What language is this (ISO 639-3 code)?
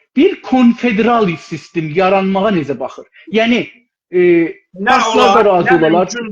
azb